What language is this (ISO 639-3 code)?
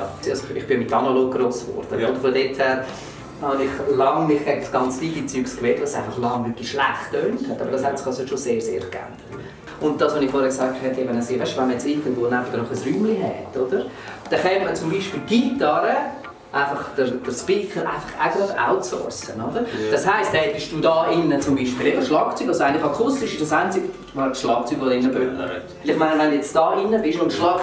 gsw